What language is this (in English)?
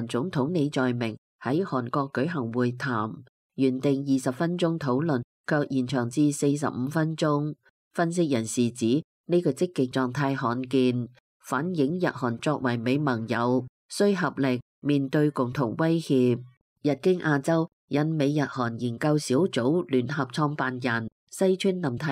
Cantonese